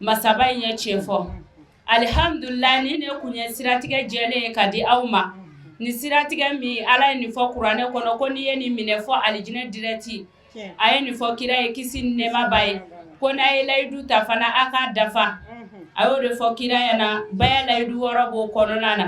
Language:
Bambara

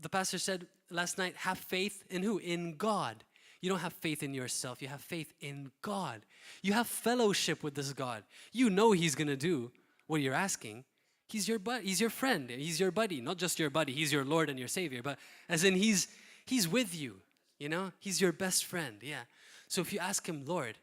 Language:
English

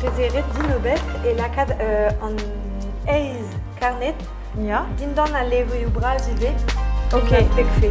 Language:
Breton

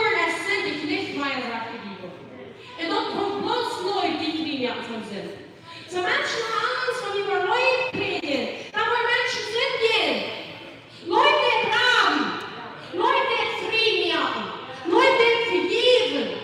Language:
Plautdietsch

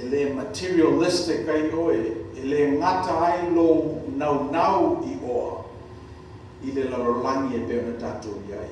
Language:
Samoan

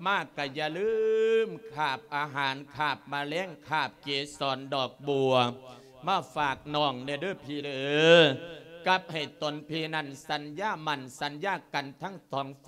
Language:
Lao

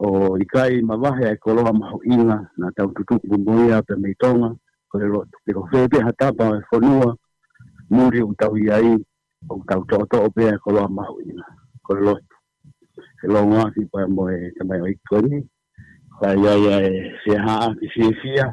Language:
Tongan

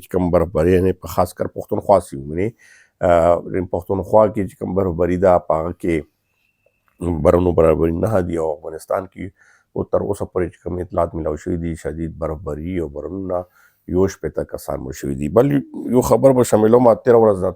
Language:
Pashto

